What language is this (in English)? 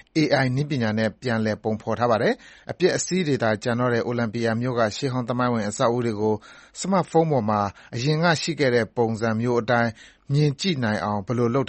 Burmese